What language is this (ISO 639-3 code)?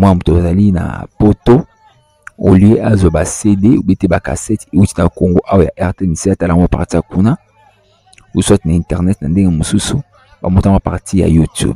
lin